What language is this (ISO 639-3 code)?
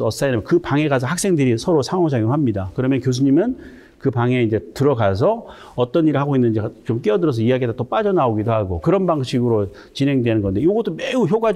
kor